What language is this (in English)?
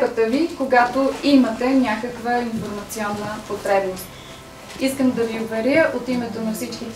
Bulgarian